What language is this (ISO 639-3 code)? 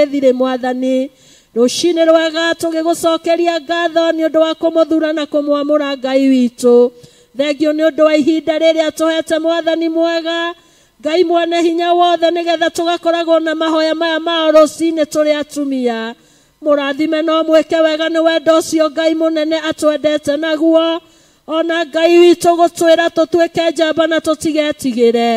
kik